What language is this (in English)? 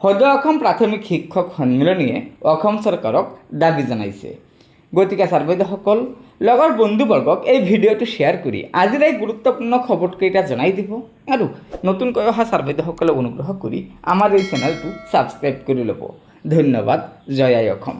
Assamese